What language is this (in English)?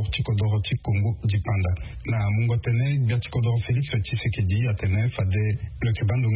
Sango